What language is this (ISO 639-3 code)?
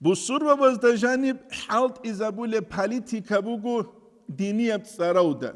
ava